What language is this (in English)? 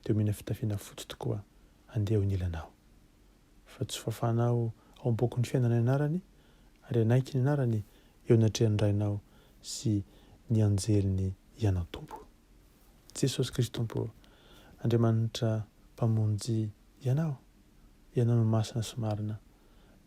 Malagasy